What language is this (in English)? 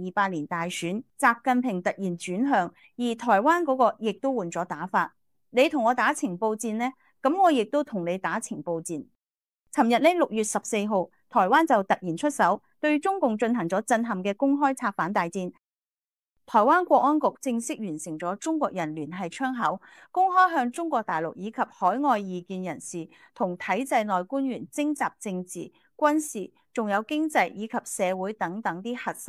Cantonese